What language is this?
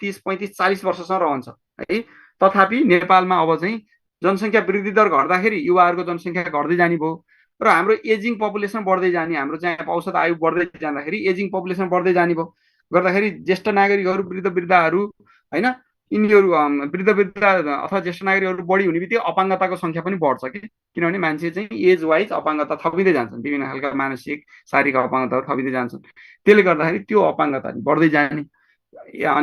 Nepali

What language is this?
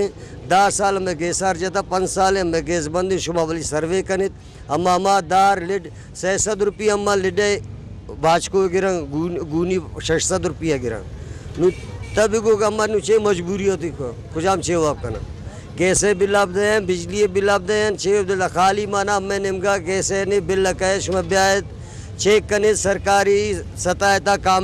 Baluchi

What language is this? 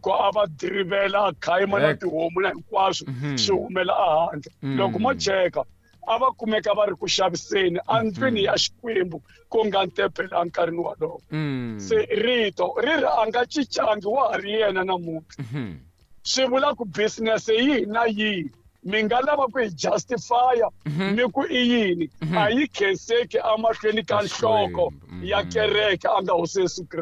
Tsonga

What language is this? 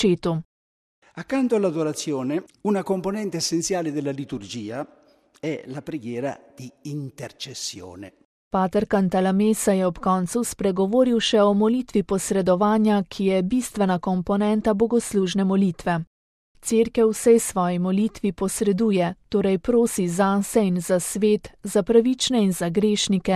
Slovenian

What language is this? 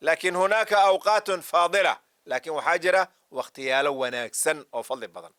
Somali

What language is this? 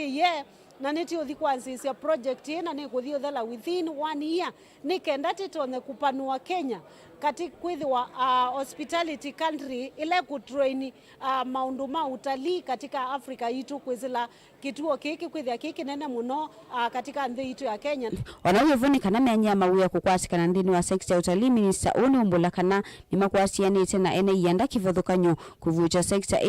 Kamba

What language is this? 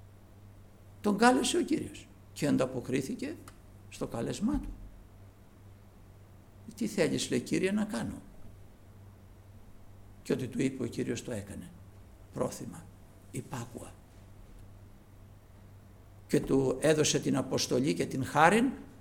Greek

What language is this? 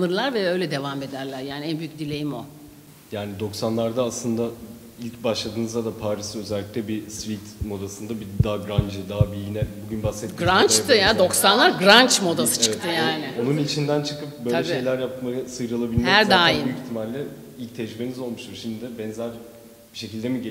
Turkish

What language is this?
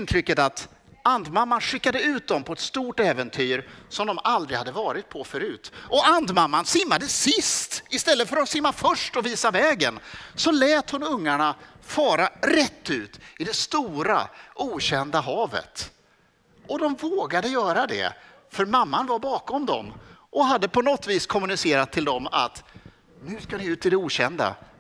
Swedish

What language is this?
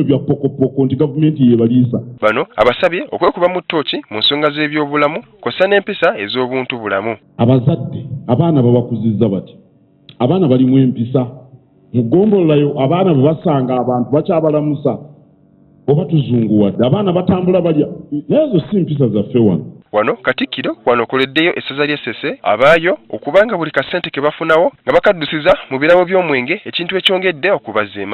Ganda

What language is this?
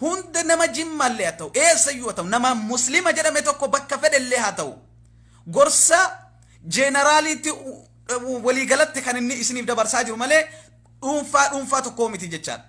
Oromo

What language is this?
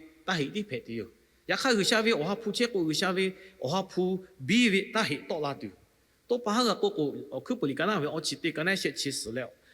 Lahu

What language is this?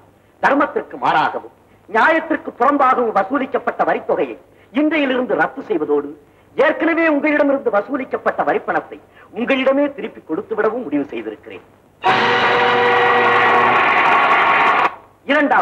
Tamil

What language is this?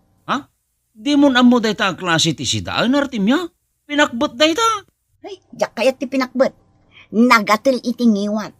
Iloko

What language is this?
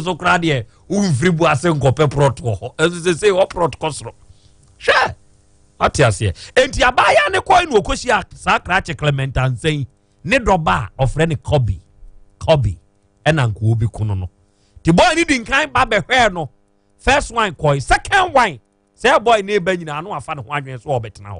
Akan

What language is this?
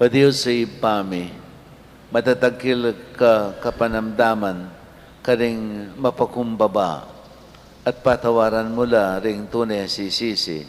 Pampanga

